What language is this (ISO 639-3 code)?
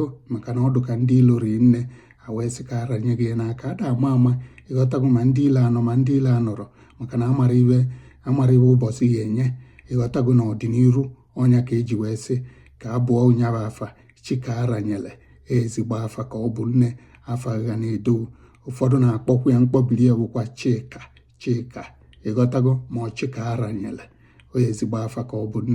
ibo